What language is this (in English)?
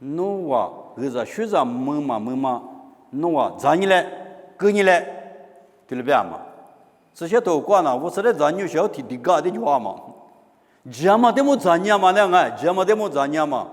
Lisu